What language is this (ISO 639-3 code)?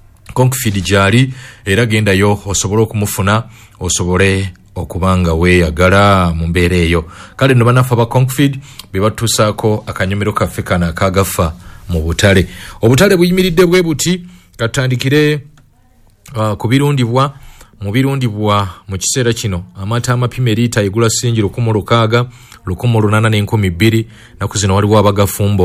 lug